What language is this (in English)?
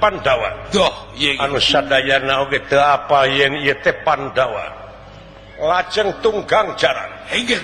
Sundanese